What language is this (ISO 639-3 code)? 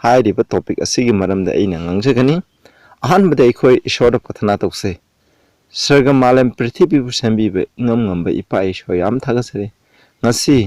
mni